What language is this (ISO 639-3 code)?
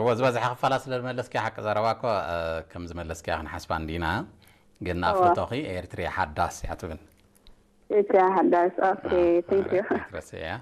tir